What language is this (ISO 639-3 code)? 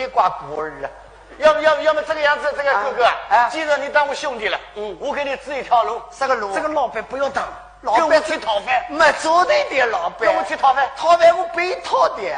wuu